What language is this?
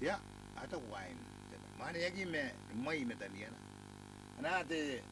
Gilbertese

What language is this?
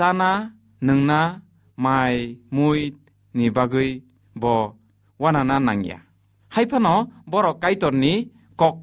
Kok Borok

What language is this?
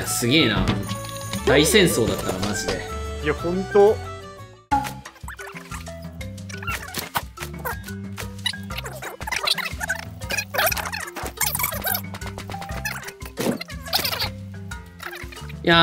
Japanese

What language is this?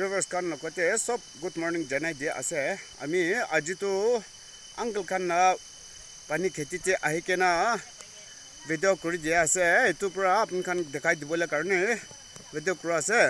Naga Pidgin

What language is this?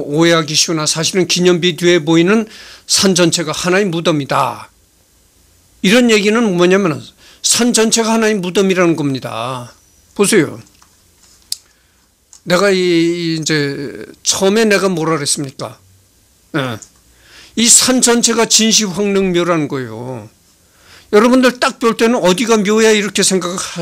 Korean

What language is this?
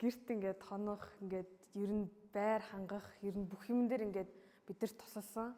Mongolian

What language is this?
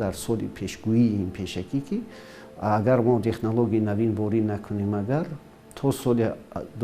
Tajik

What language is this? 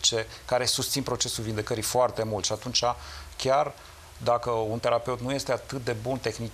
Romanian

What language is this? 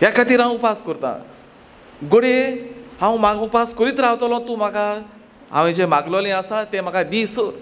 Konkani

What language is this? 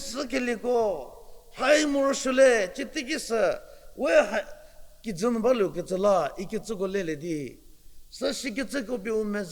Angami Naga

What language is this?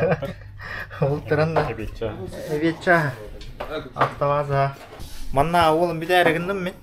Yakut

